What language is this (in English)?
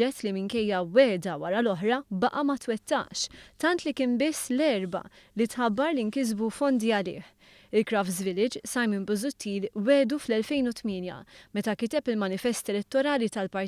Maltese